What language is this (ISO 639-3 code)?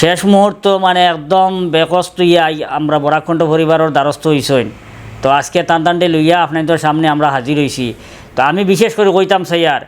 syl